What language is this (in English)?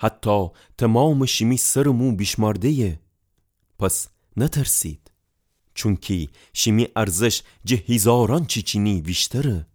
Gilaki